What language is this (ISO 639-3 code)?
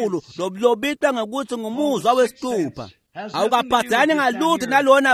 ssw